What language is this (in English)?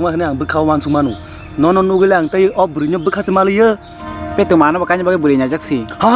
Kok Borok